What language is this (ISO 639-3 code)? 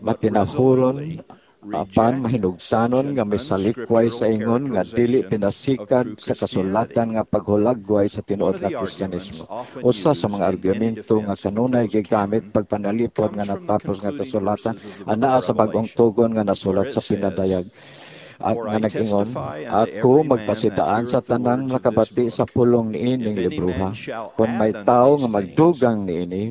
ceb